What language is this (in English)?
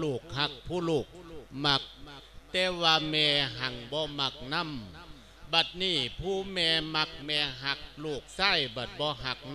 Lao